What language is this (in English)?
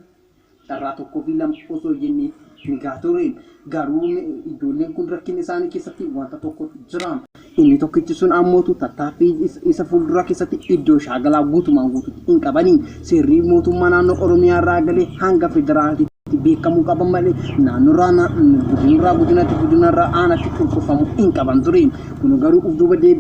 Oromo